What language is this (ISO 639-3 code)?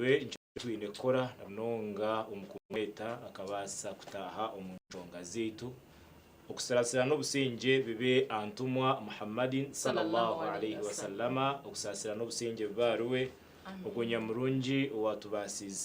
nyn